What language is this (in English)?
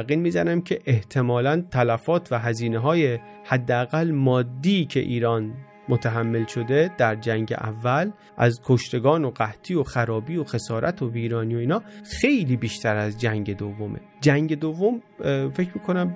Persian